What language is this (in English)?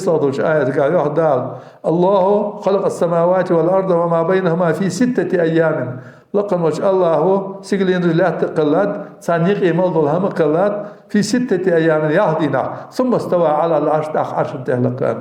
Ingush